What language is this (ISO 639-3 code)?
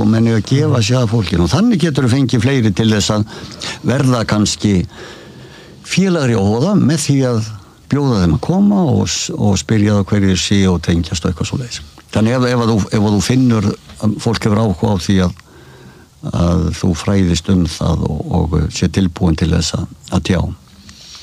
isl